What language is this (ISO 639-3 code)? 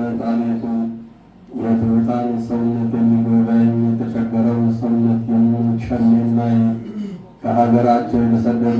amh